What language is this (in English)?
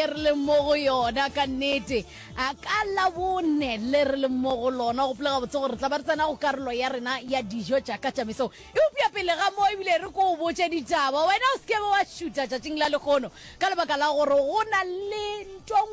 Northern Sotho